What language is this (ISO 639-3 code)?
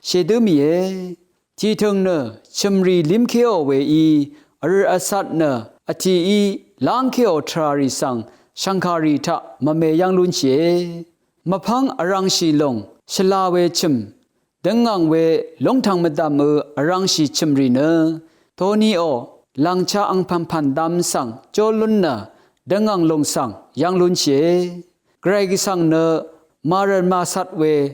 raw